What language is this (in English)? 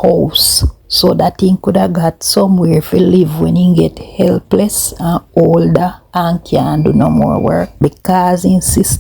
Jamaican Creole English